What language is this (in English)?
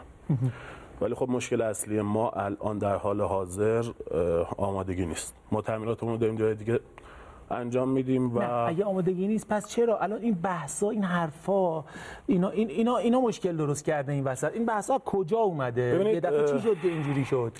Persian